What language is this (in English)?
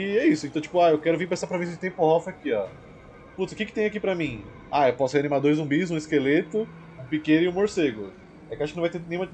Portuguese